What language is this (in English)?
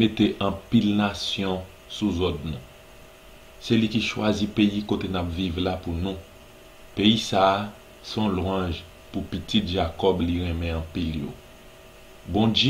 Haitian Creole